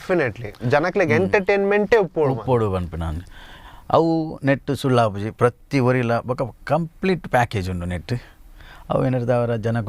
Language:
Tulu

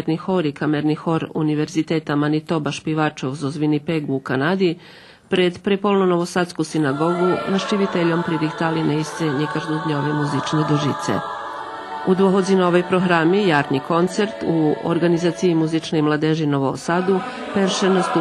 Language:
Rusyn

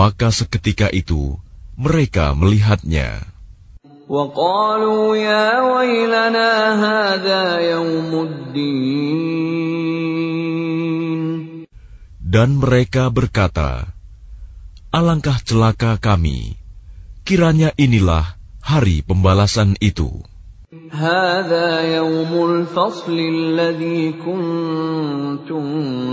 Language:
Indonesian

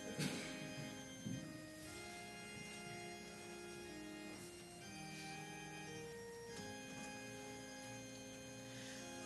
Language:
Slovak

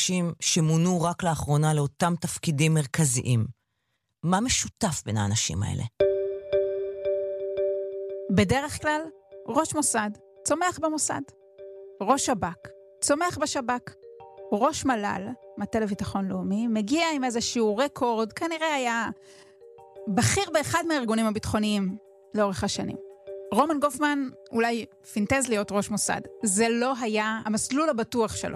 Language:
Hebrew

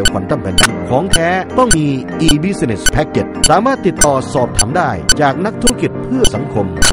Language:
Thai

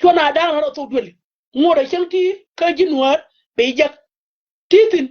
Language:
Nuer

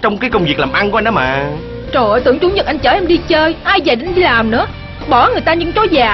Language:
Vietnamese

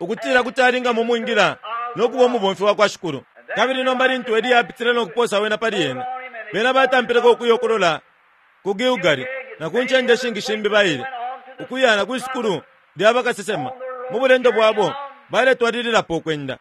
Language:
Bemba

